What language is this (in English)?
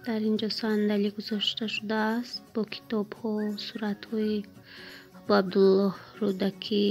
Tajik